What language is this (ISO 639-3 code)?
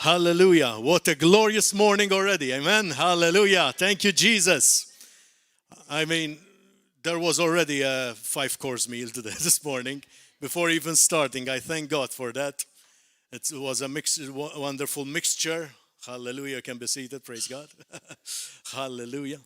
eng